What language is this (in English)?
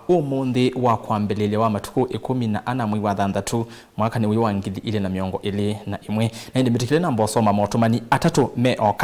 Kamba